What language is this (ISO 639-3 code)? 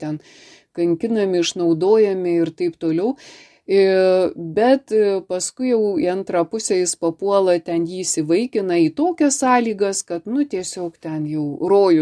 lit